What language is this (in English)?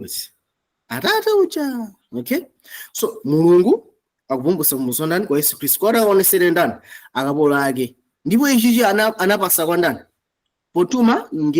Nyanja